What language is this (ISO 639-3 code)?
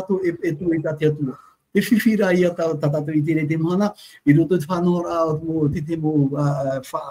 tah